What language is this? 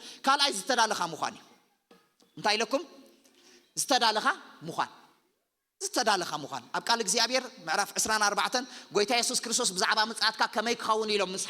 Tigrinya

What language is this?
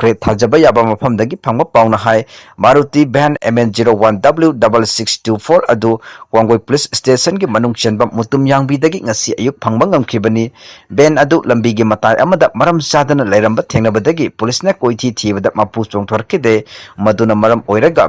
Manipuri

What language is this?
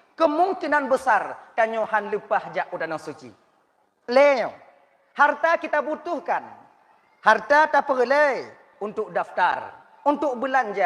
Achinese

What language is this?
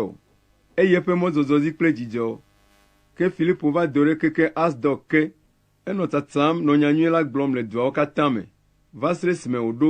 Ewe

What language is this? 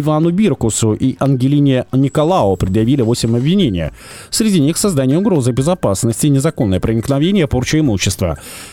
Russian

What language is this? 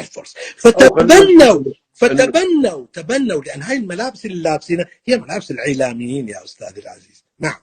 North Levantine Arabic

